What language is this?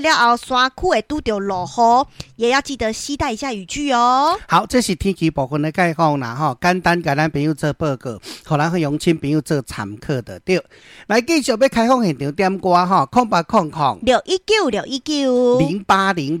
Min Nan Chinese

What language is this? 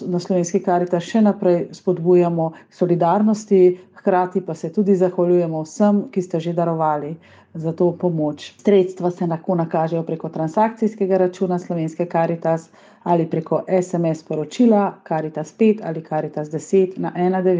Slovenian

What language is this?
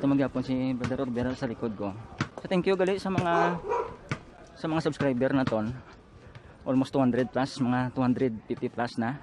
Hiligaynon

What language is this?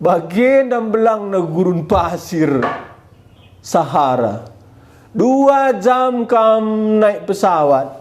Batak Karo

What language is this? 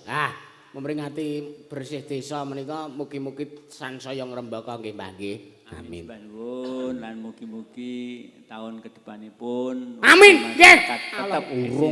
Javanese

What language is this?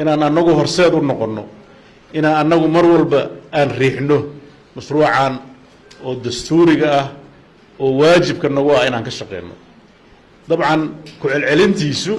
Somali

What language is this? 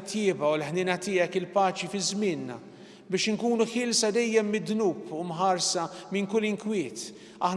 Maltese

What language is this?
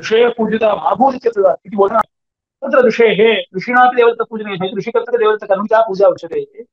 Sanskrit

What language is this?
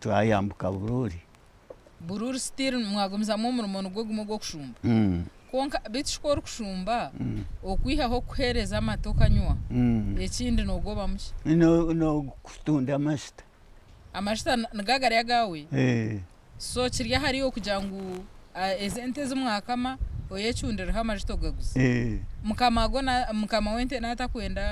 Nyankole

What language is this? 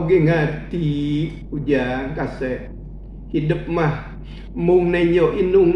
Sundanese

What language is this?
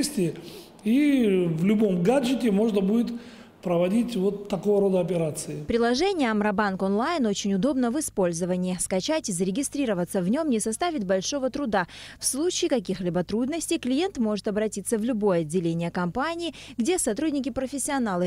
Russian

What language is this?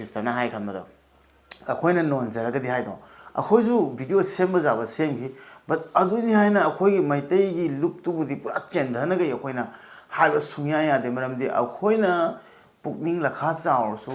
Manipuri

